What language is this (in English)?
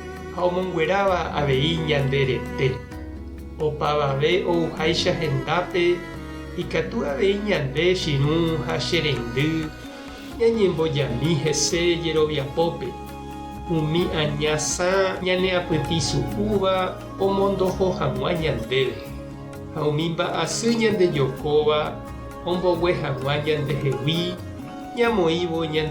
Guarani